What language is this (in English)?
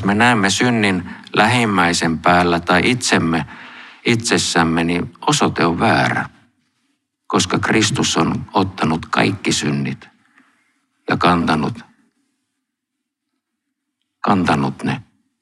Finnish